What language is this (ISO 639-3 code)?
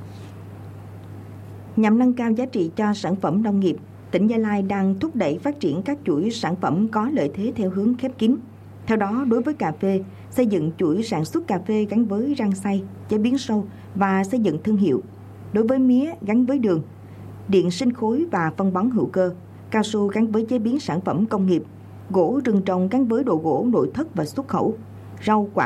vie